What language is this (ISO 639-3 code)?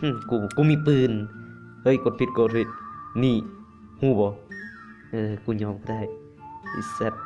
lao